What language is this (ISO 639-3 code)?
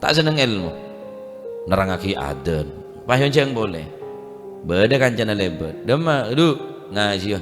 mad